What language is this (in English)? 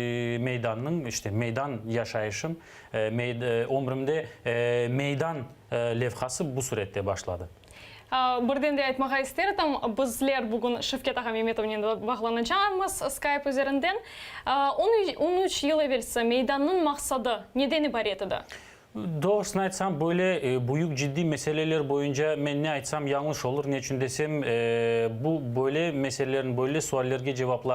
Crimean Tatar